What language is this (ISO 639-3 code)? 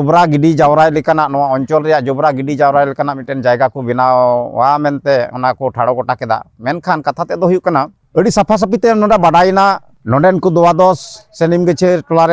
sat